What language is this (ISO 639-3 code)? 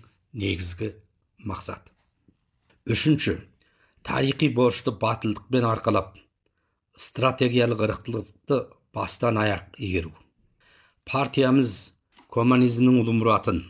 kaz